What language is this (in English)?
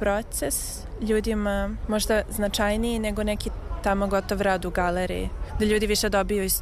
Serbian